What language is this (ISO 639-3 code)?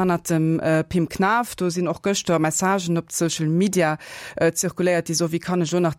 ltz